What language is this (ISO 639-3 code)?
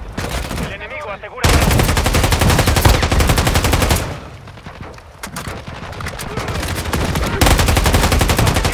spa